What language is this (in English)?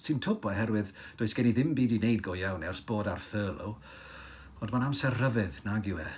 Welsh